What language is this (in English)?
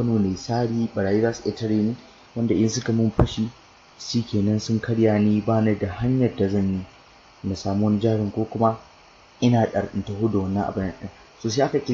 Hausa